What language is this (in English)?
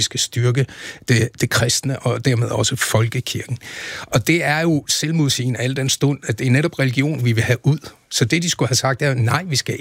Danish